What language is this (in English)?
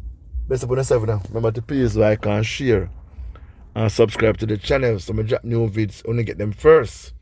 Jamaican Creole English